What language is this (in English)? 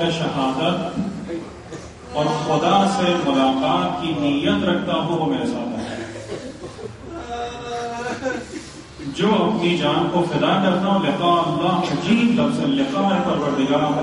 Urdu